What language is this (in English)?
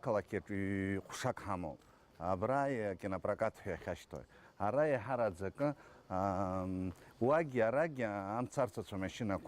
Abkhazian